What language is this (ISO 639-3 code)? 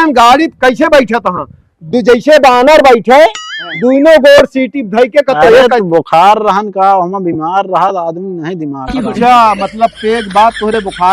awa